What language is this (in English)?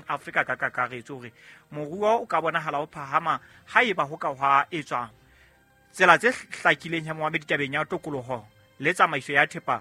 Southern Sotho